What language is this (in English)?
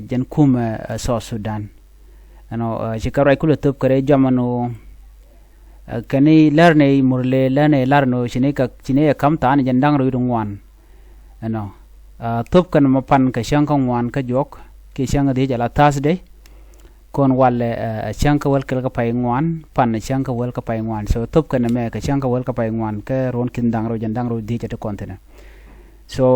Nuer